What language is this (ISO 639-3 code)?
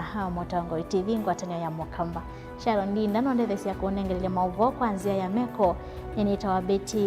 kam